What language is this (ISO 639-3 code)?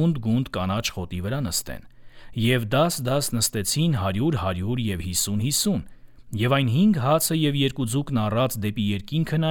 hye